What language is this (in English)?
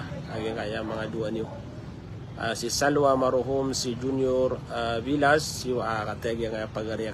Maranao